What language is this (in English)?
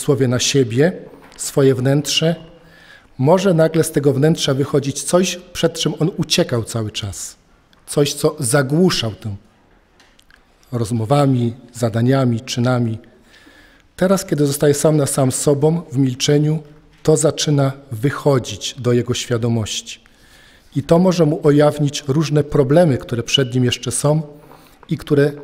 Polish